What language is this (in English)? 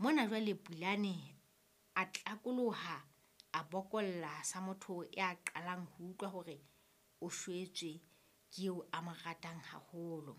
Southern Sotho